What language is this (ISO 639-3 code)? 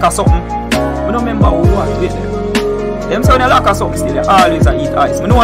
jam